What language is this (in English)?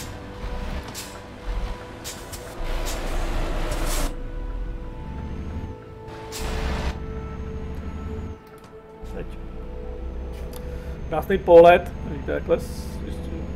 Czech